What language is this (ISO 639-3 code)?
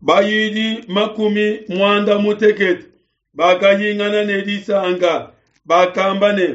lua